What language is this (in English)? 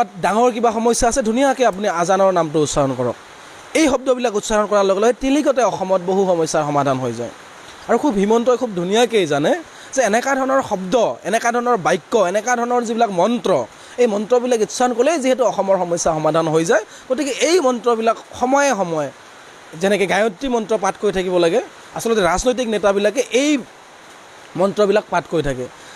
Assamese